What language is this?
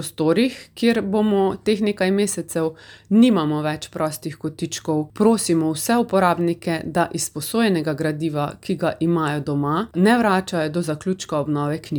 Slovenian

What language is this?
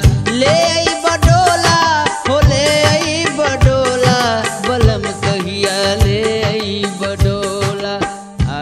Bhojpuri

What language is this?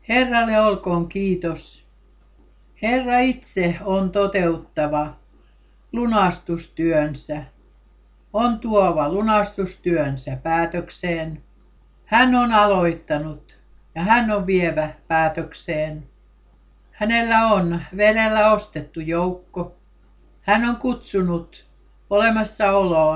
Finnish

